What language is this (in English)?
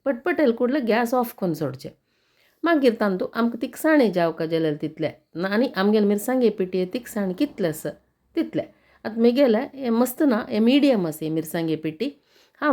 Konkani